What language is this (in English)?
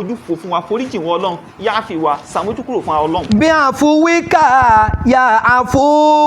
Yoruba